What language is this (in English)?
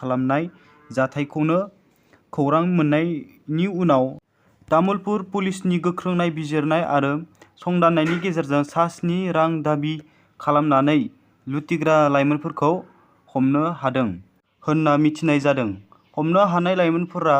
Bodo